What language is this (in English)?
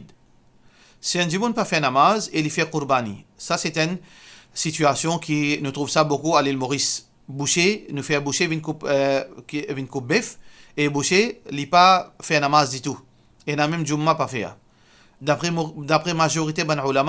Morisyen